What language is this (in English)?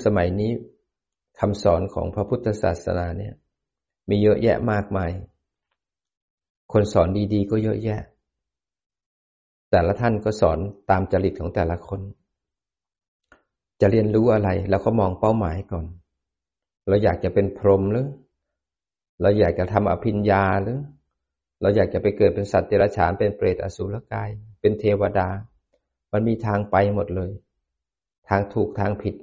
Thai